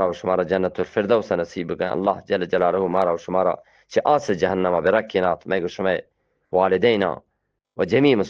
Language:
Eastern Balochi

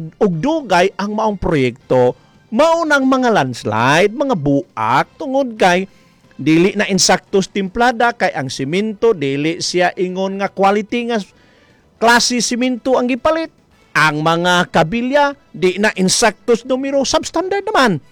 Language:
Cebuano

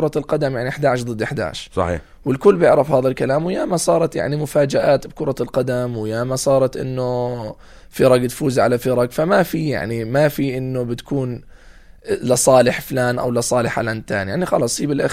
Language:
North Levantine Arabic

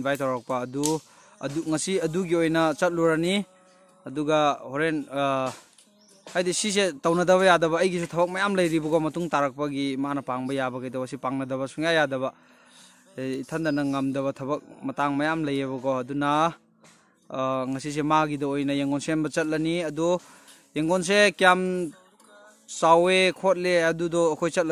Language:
Manipuri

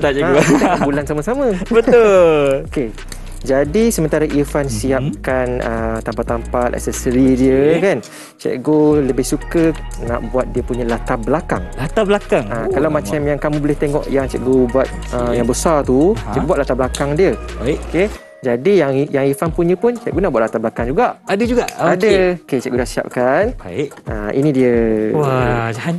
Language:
Malay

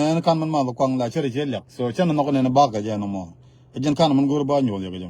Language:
Nuer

